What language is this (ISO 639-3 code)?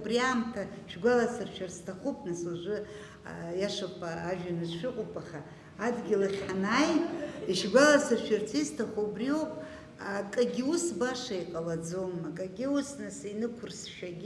abk